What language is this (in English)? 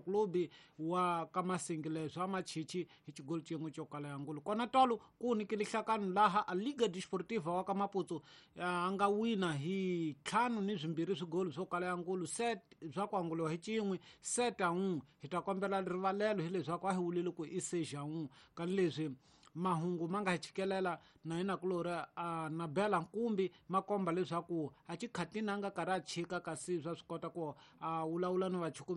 Tsonga